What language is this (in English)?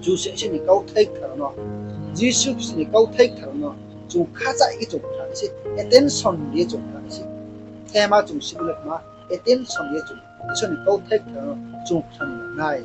Riang (India)